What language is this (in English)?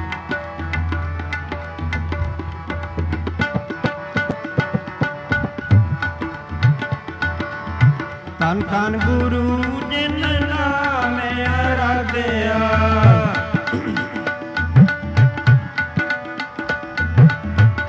Punjabi